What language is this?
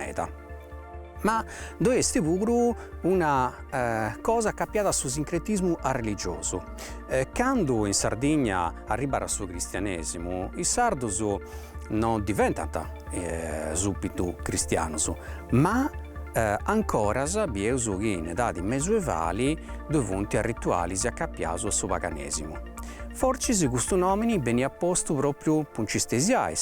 Sardinian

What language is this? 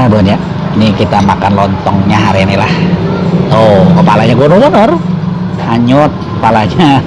Banjar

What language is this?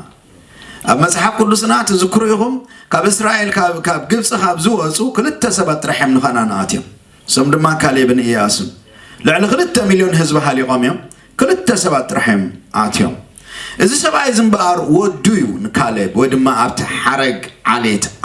Tigrinya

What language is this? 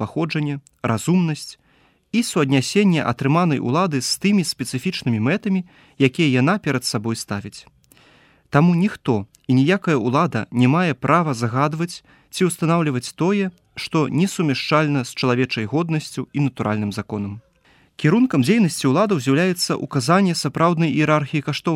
Belarusian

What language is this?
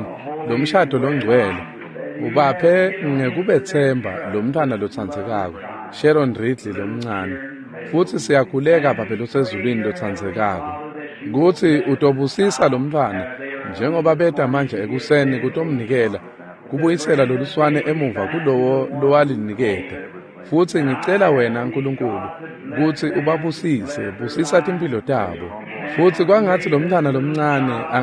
Swati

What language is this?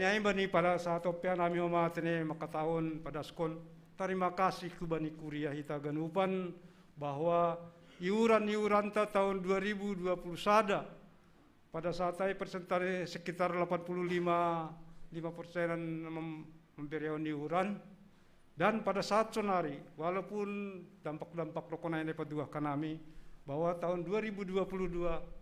Batak Simalungun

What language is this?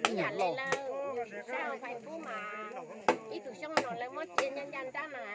Hmong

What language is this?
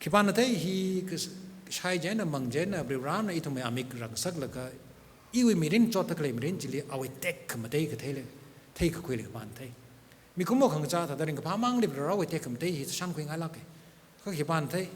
Tangkhul Naga (India)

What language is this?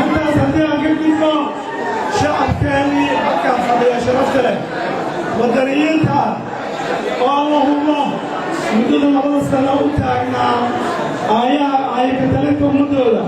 Somali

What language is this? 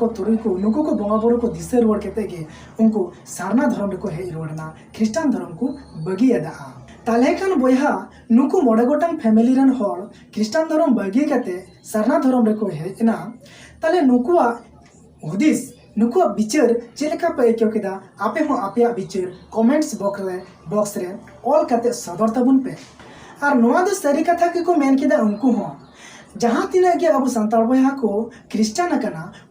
Santali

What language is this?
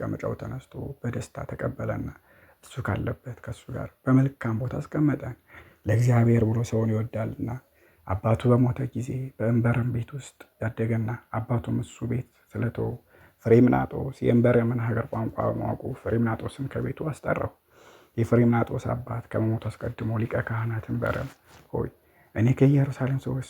Amharic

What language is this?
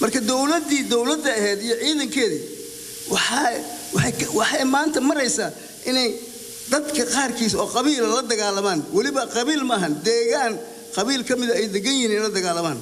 Somali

